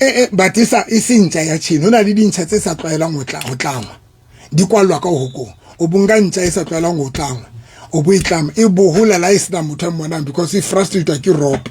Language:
Southern Sotho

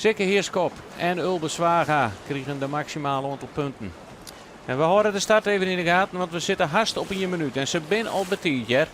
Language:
Western Frisian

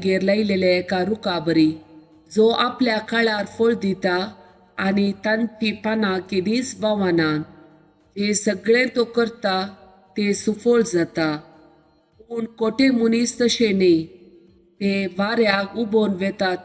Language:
Konkani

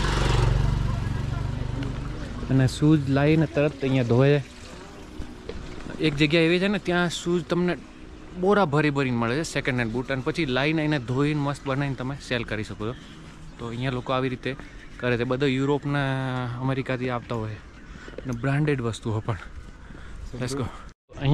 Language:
Gujarati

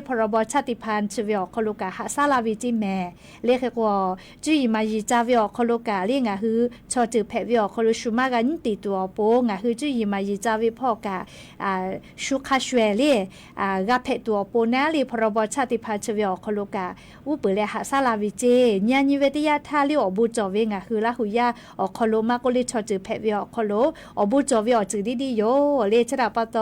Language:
Lahu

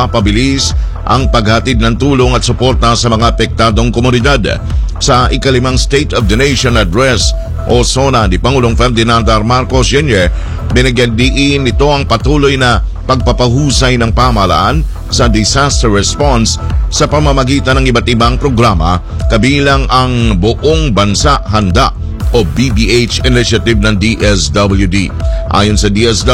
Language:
Filipino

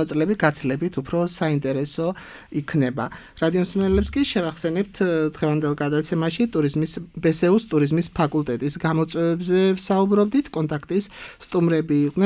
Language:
Georgian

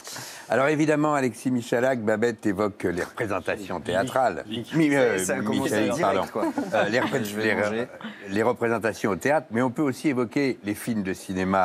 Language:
French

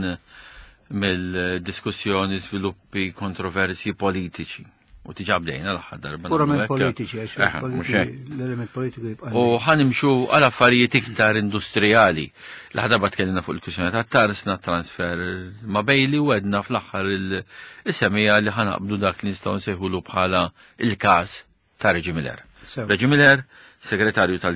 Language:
Maltese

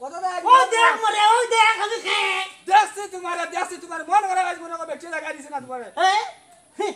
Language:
Sylheti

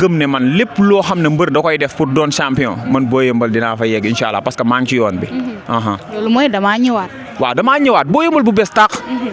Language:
Wolof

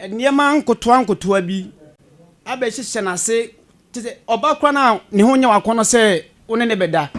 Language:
Akan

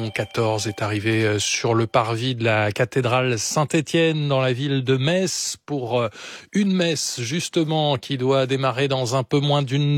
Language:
French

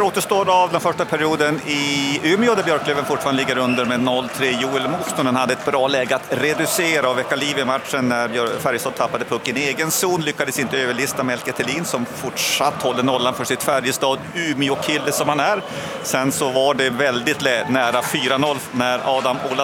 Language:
Swedish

